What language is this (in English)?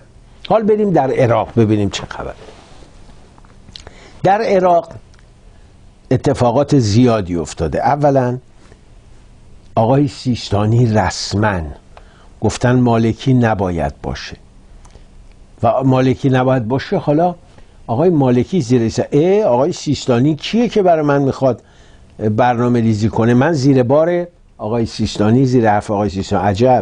Persian